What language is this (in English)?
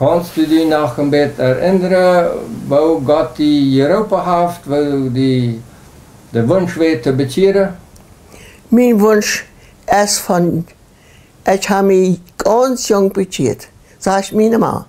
Plautdietsch